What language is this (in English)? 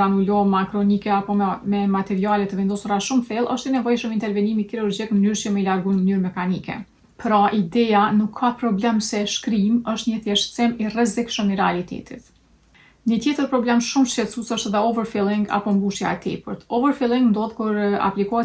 Albanian